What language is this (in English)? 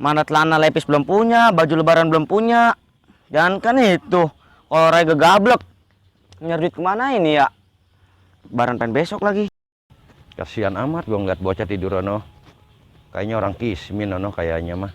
Betawi